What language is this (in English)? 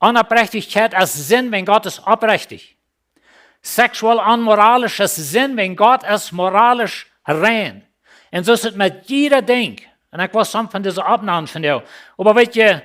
Plautdietsch